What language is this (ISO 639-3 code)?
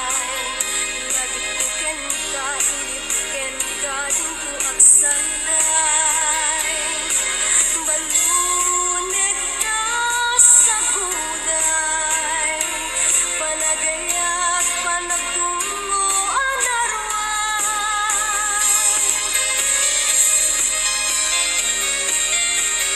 ilo